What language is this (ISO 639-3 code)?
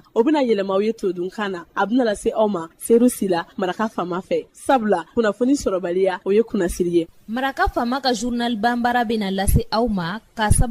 bam